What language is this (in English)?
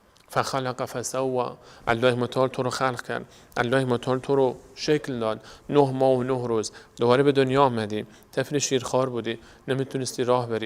Persian